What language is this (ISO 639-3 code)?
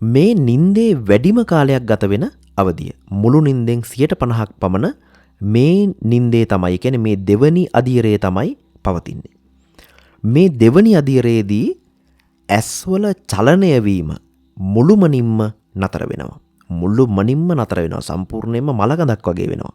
sin